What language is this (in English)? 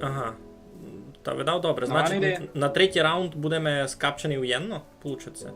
Rusyn